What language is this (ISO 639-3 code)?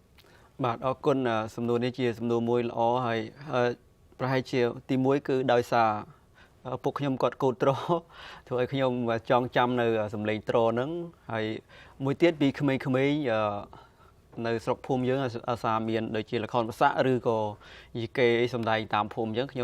khm